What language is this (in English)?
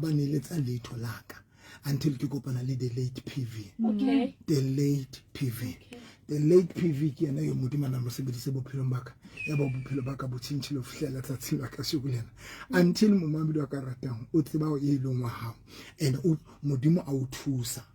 Southern Sotho